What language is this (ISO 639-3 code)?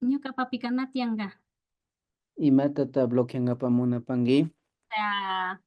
qvi